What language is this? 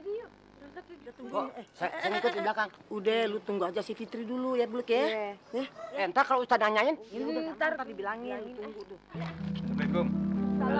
Betawi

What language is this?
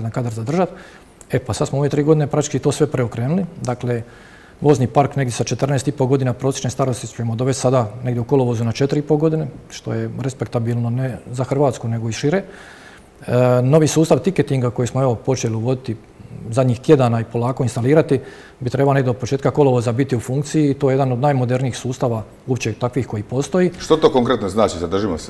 Croatian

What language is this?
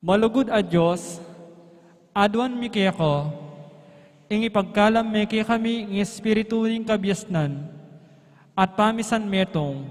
Pampanga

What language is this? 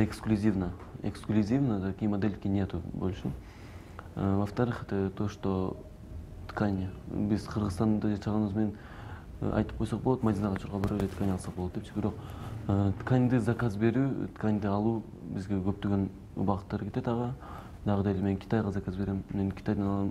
Kyrgyz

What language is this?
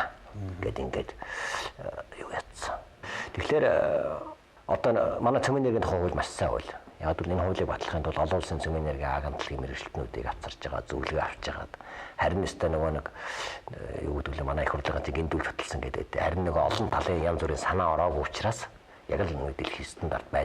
Mongolian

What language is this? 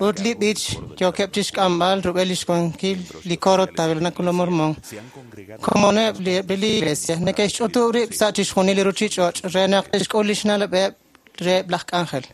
Kekchí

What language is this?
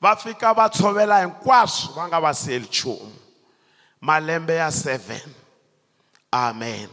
Tsonga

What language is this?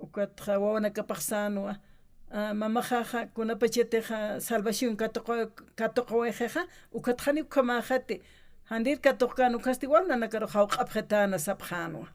Aymara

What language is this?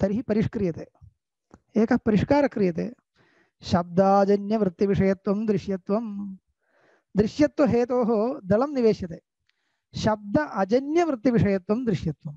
Sanskrit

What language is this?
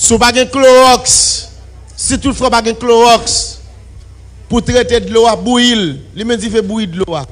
Haitian Creole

